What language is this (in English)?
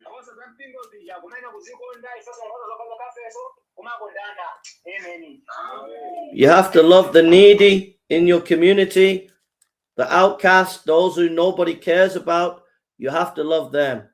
Nyanja